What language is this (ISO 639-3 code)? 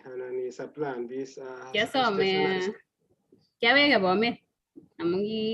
kln